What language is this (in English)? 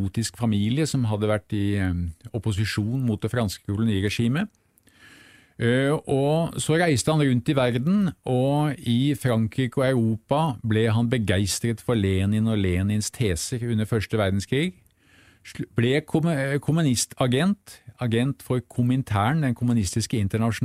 Norwegian